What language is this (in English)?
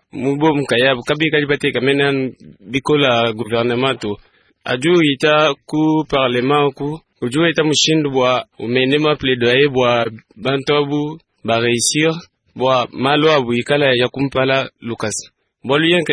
Luba-Lulua